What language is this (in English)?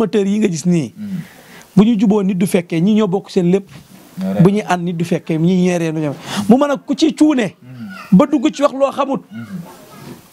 Wolof